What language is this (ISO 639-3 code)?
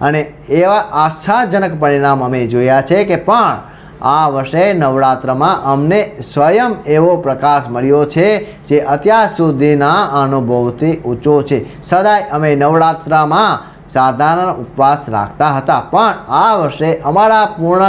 guj